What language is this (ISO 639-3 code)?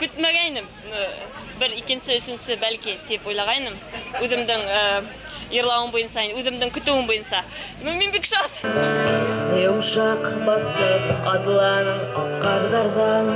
bak